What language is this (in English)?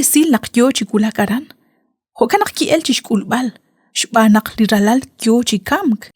Kekchí